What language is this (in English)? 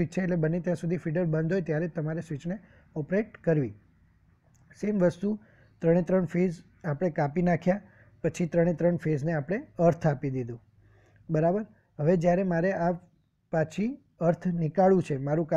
Gujarati